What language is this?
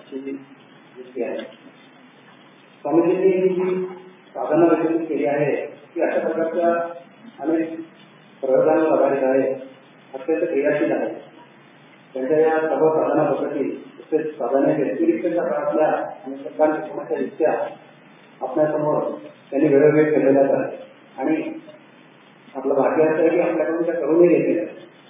Marathi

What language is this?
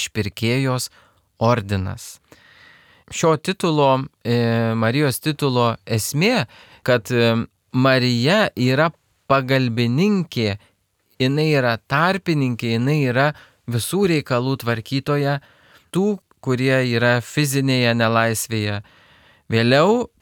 Lithuanian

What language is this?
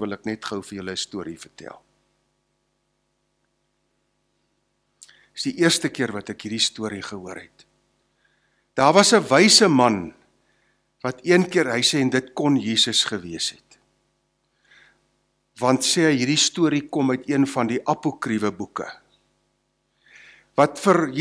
Afrikaans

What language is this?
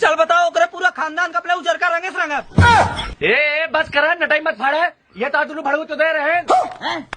Awadhi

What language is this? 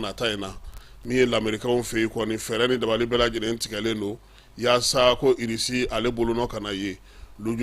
Bambara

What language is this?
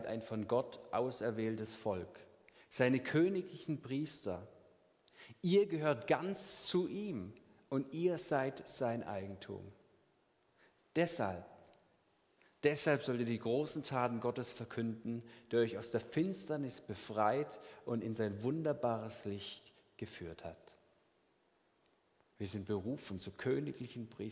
German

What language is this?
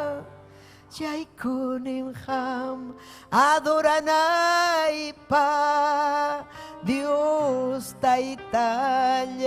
Ayacucho Quechua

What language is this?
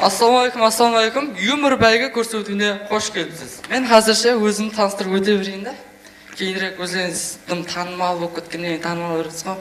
Kara-Kalpak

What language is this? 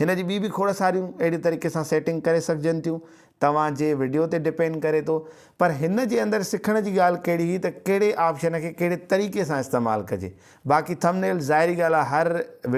Sindhi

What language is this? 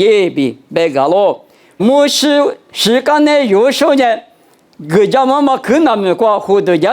Lisu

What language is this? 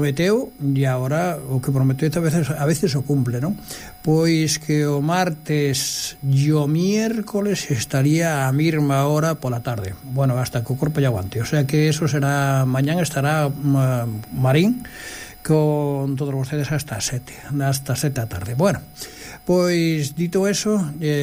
Galician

